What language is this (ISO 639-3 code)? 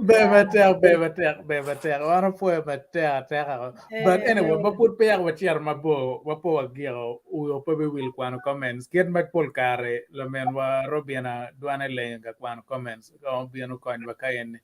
ach